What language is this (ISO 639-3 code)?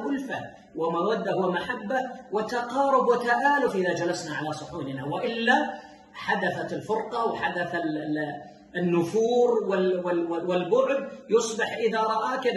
ara